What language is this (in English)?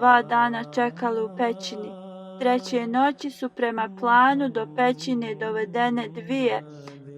Bosnian